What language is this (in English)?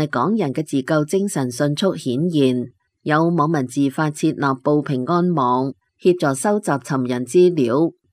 Cantonese